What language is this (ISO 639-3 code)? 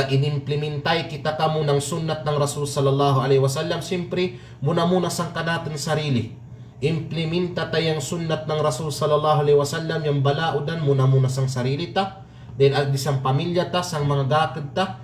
kqe